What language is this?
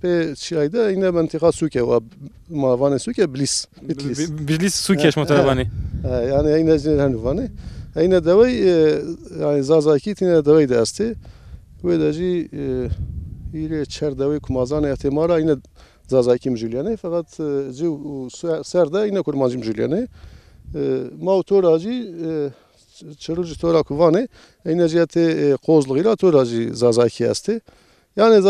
Zaza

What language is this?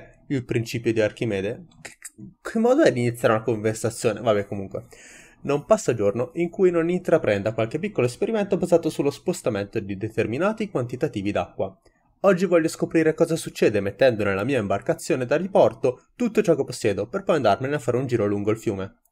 Italian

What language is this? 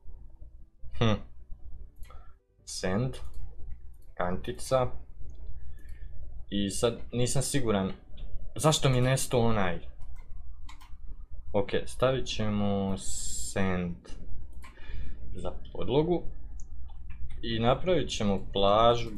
Croatian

